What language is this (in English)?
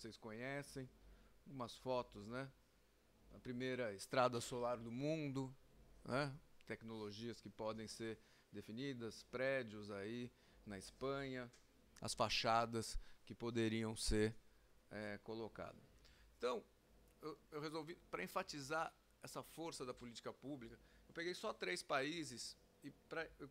Portuguese